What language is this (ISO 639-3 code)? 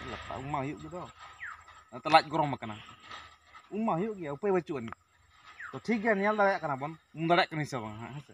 sat